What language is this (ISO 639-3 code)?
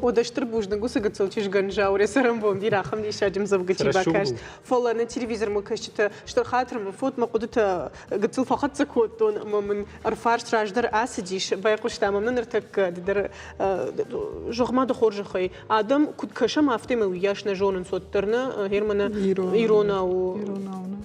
oss